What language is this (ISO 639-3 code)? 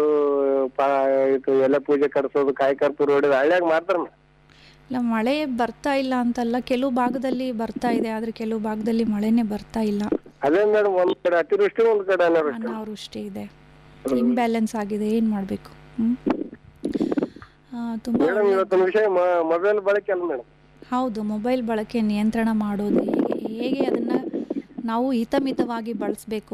kan